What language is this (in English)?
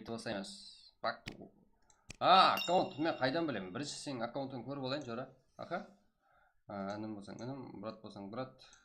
Kara-Kalpak